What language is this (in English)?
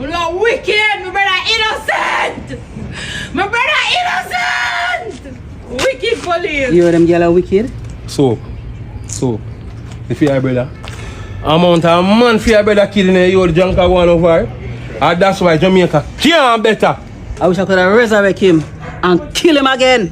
Jamaican Creole English